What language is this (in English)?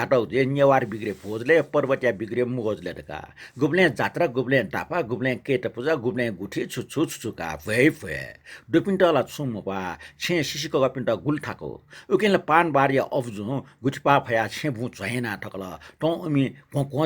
Newari